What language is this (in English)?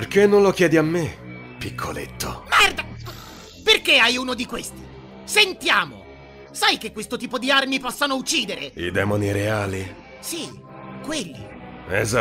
Italian